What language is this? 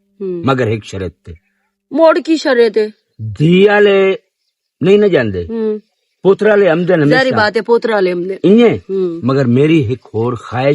Western Panjabi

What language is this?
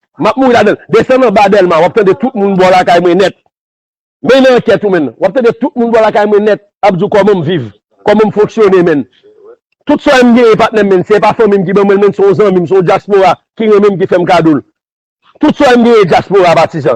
Haitian Creole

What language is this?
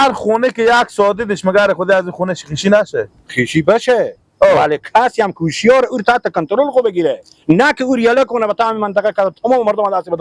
Persian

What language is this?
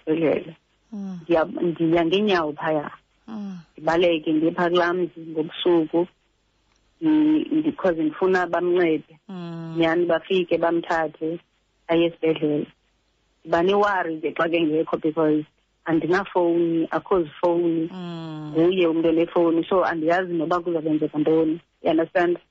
Xhosa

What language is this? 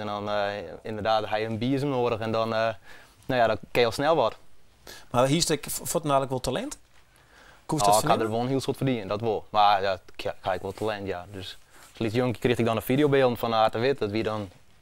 Western Frisian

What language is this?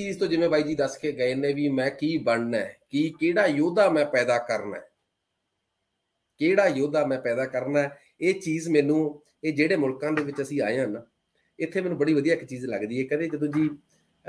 Punjabi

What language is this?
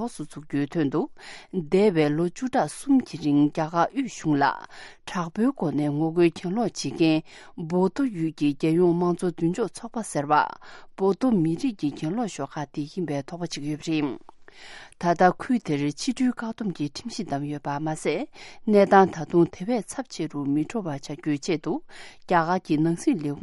Tibetan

